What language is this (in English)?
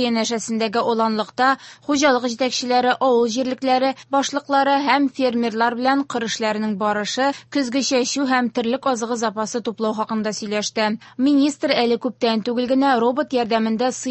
Tatar